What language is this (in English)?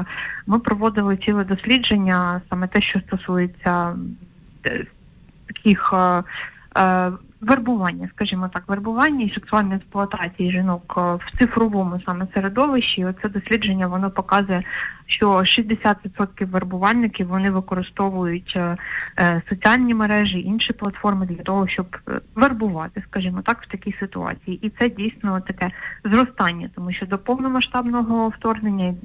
Ukrainian